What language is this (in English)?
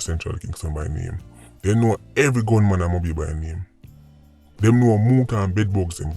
Jamaican Creole English